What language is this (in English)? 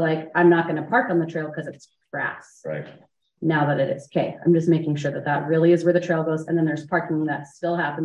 English